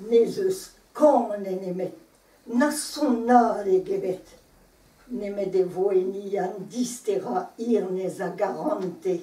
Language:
Breton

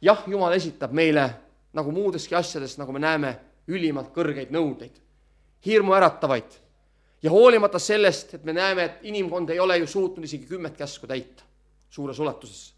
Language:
Estonian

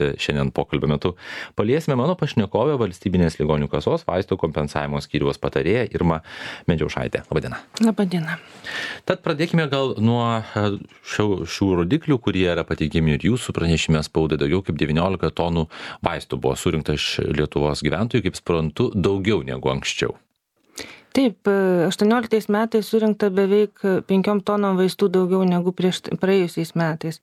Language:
Lithuanian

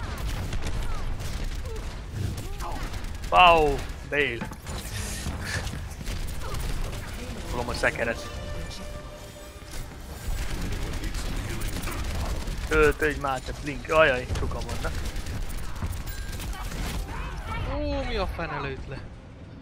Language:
Hungarian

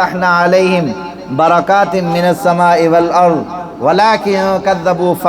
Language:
Sindhi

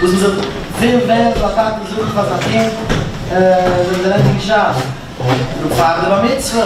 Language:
Yiddish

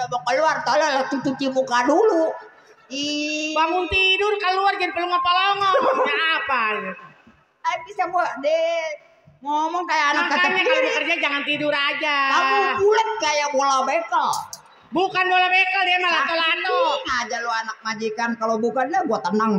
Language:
Betawi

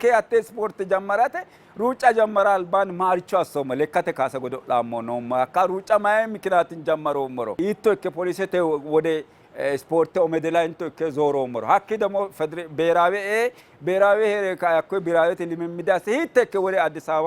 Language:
Sidamo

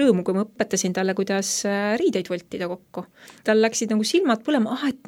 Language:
Estonian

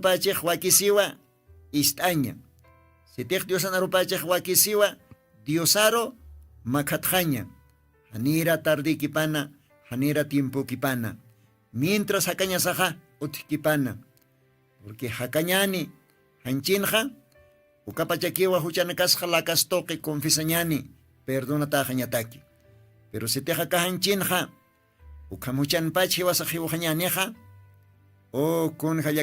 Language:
Aymara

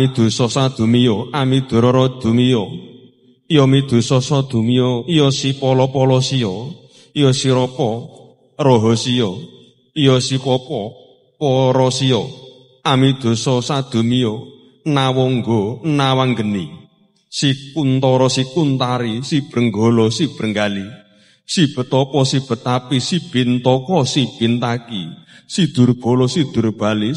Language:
Javanese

